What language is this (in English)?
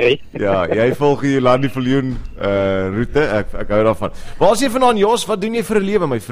Afrikaans